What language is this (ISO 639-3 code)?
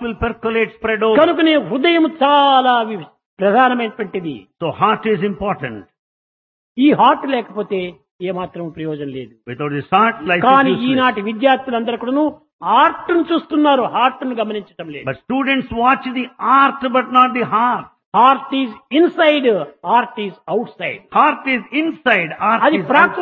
tel